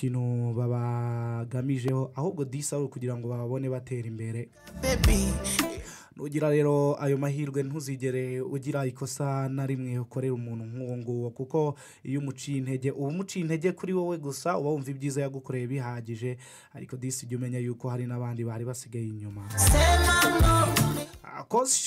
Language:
Kinyarwanda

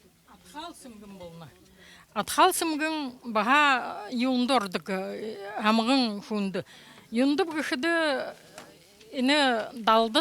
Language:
Buriat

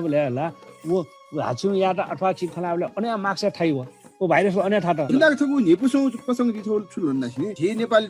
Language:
Newari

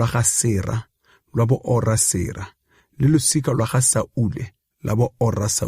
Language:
Tswana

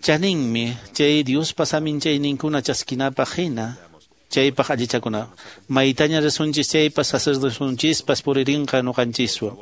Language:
Quechua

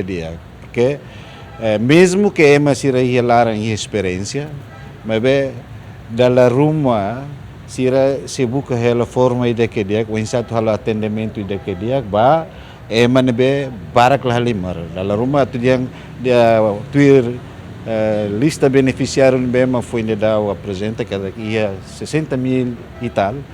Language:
Tetum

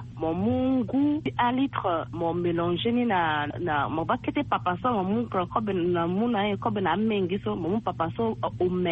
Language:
Sango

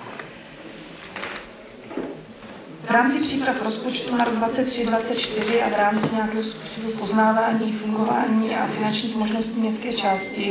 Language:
Czech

